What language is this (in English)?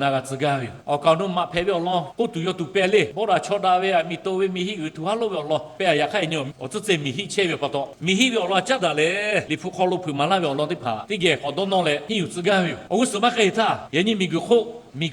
Lahu